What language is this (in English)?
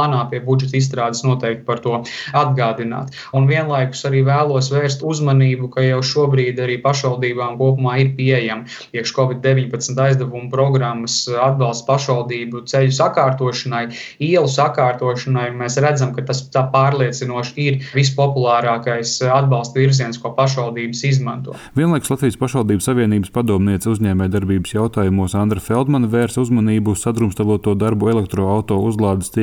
Latvian